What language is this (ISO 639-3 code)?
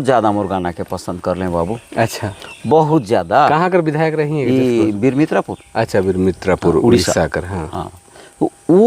sck